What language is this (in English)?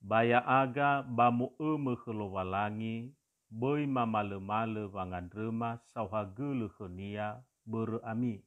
Nias